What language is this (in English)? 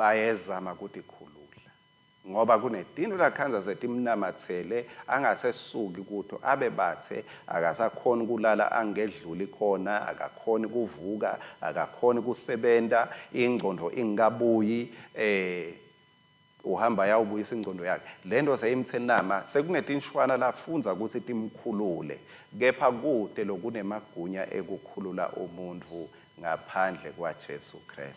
Swati